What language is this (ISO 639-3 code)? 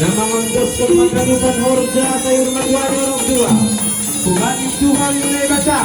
bts